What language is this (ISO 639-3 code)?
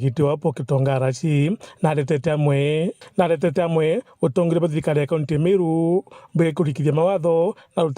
mer